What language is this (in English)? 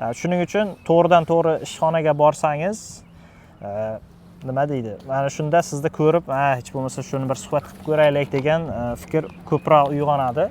Uzbek